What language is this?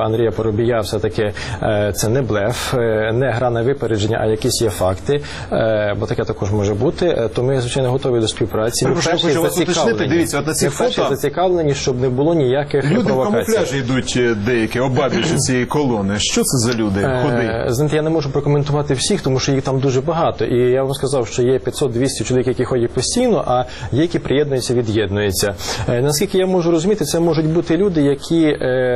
Ukrainian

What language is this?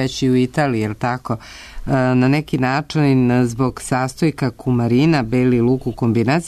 Serbian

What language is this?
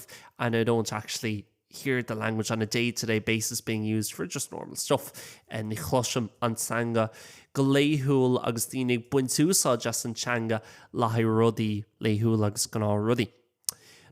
Irish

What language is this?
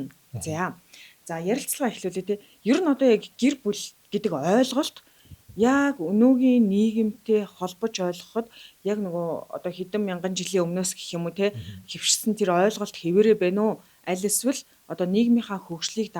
Mongolian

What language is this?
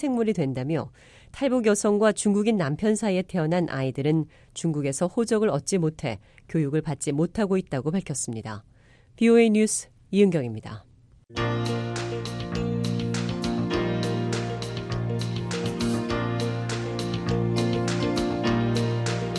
Korean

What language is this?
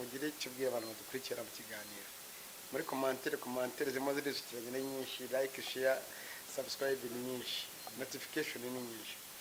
Kinyarwanda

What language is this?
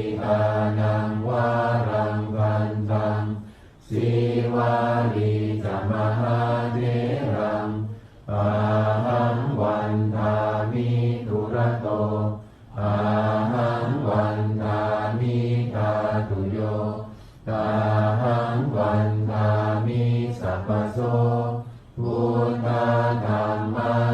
Pali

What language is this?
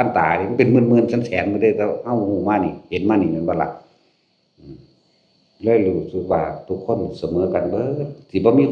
Northeastern Thai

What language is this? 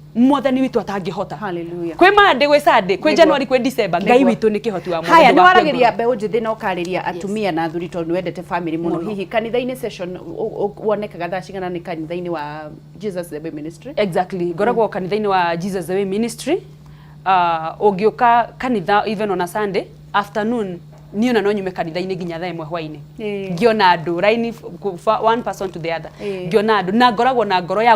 Kikuyu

